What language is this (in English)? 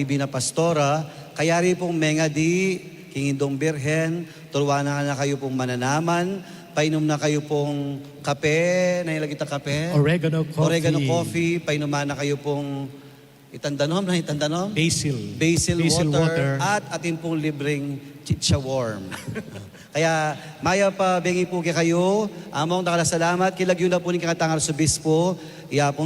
Pampanga